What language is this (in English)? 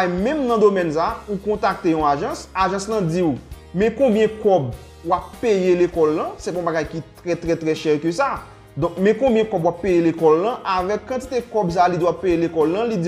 Haitian Creole